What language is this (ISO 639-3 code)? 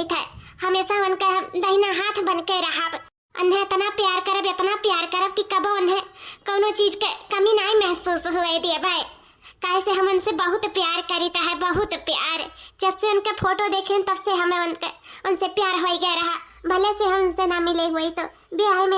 awa